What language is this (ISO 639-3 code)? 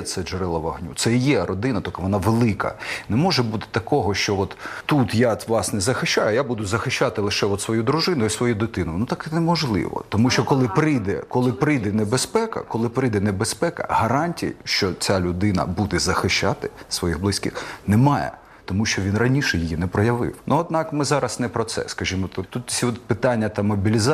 ukr